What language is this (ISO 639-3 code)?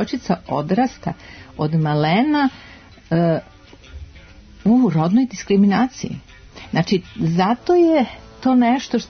srp